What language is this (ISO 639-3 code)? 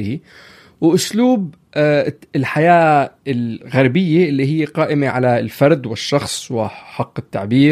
apc